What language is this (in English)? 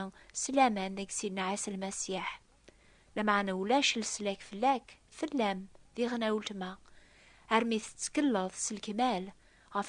Kabyle